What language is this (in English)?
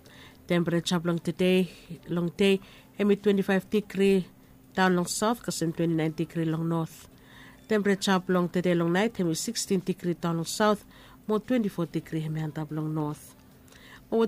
Bislama